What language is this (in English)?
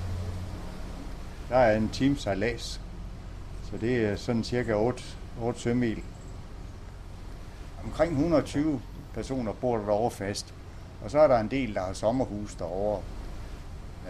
Danish